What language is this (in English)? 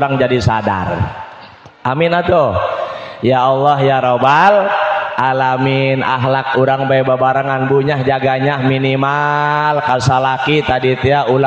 Sundanese